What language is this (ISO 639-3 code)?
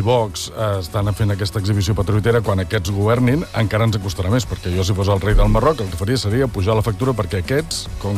cat